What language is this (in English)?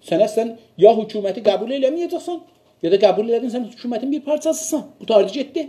South Azerbaijani